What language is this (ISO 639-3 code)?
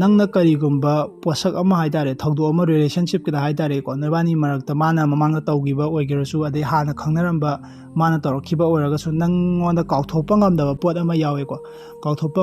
mni